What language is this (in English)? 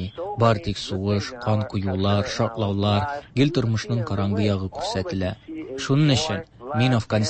Tatar